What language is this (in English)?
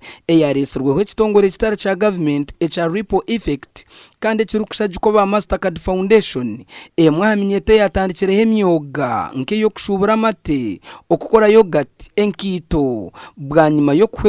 Nyankole